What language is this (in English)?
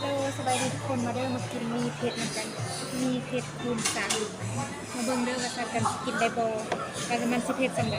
Lao